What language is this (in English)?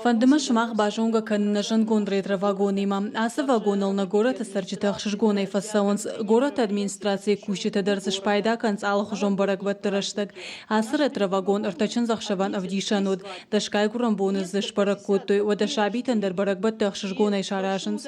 Ossetic